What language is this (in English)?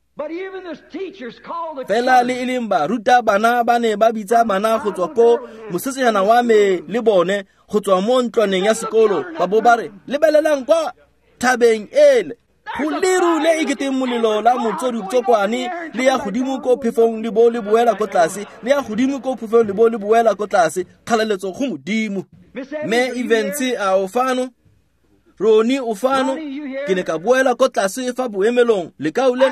Tswana